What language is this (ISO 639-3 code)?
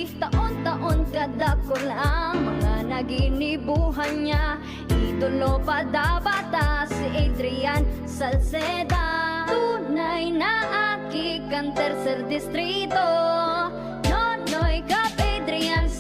bik